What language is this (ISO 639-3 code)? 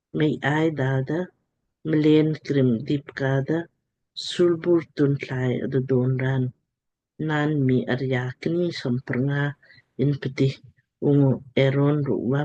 lmk